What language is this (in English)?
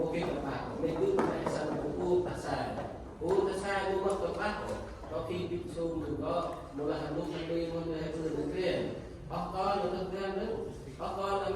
Central Mnong